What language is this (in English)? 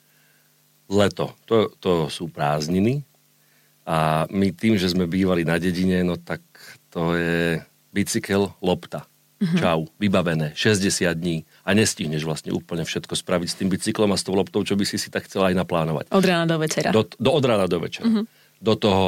Slovak